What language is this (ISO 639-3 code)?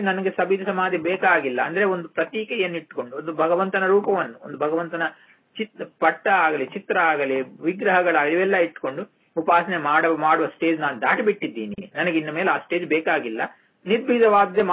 kan